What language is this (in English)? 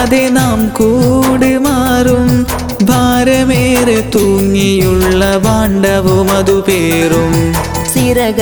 Malayalam